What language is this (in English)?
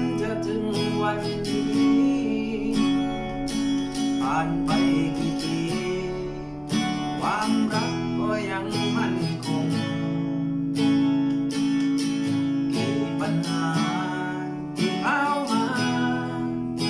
Thai